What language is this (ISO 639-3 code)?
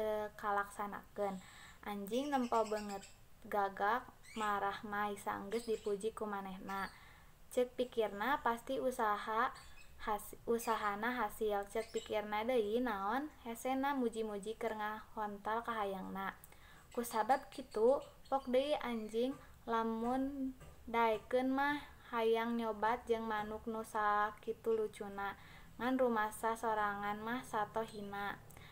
sun